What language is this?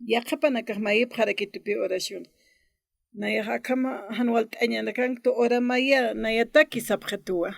Aymara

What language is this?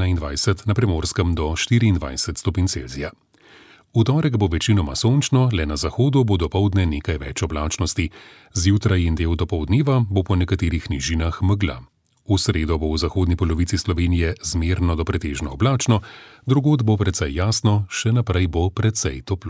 Slovenian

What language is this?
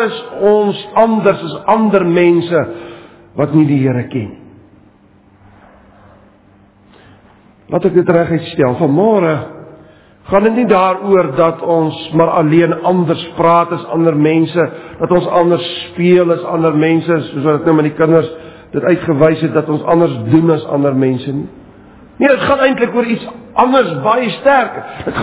Afrikaans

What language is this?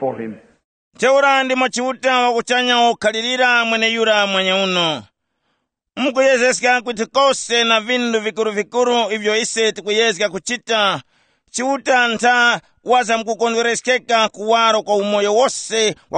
Tumbuka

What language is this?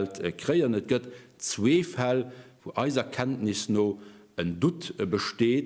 Luxembourgish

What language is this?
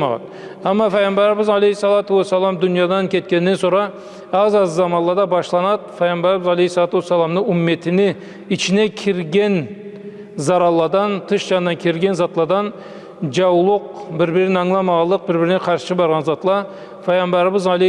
Karachay-Balkar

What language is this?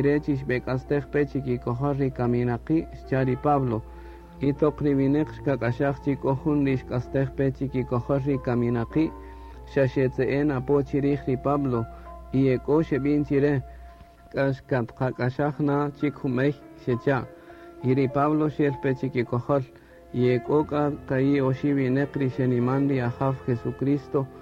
Kaqchikel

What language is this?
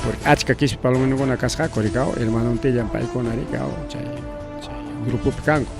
Ayacucho Quechua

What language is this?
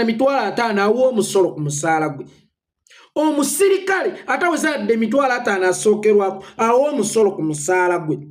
Ganda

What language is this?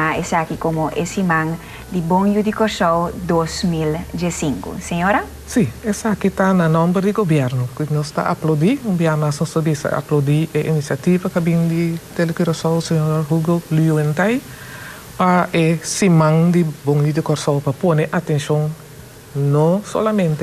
Papiamento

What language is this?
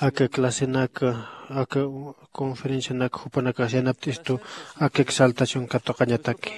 Aymara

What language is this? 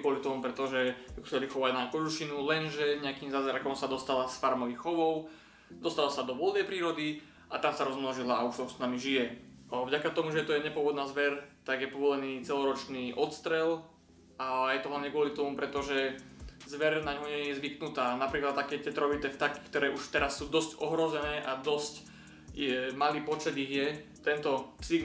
Slovak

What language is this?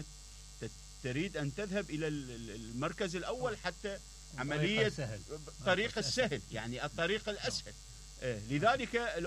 Mesopotamian Arabic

